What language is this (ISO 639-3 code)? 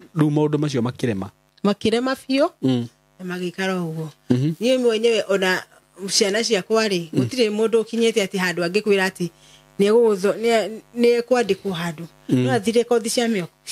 kik